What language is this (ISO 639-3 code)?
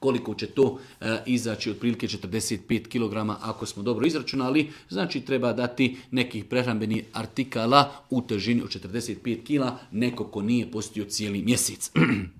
srp